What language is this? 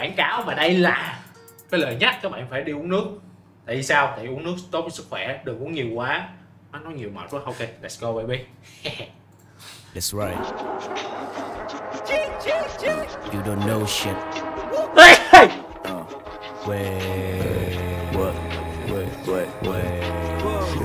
Vietnamese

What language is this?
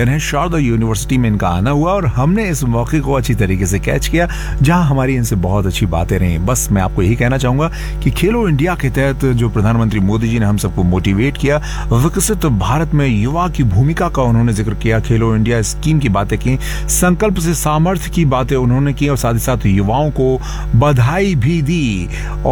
Hindi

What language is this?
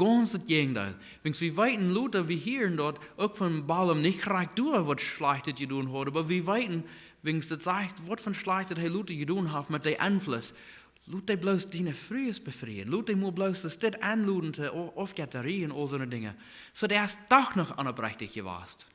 Plautdietsch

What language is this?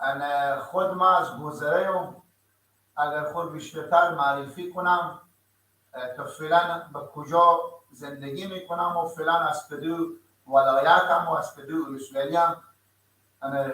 Persian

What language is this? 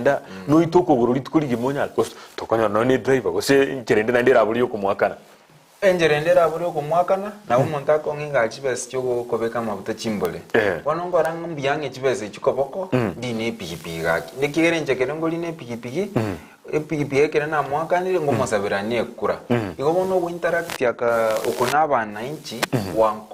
Gusii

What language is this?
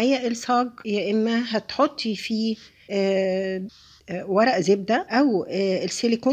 Egyptian Arabic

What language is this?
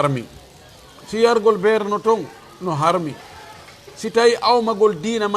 Fula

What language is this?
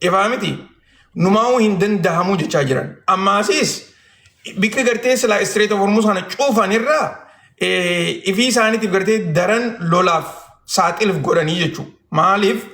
Oromo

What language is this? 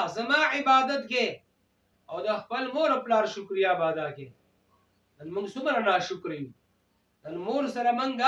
Pashto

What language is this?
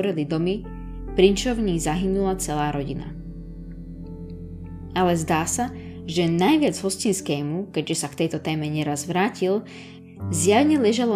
Slovak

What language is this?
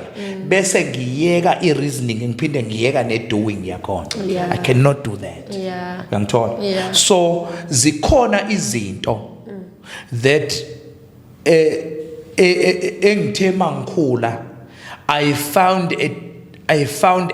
Zulu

